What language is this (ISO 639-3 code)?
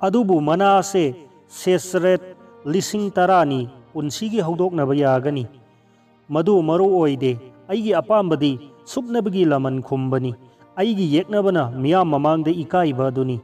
mni